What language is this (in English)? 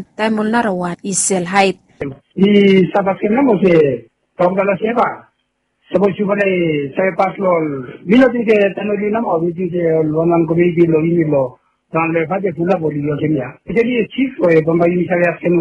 Bislama